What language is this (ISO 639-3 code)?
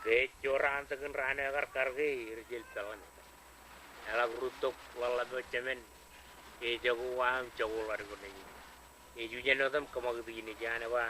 mah